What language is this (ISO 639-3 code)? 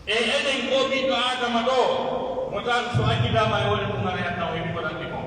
fuf